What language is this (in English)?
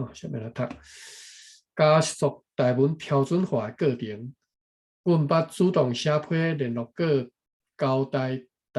Min Nan Chinese